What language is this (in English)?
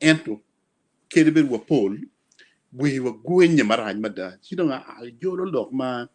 Acoli